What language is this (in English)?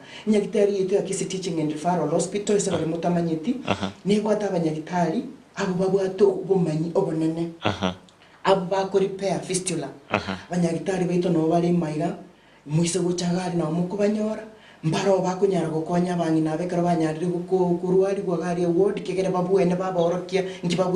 Gusii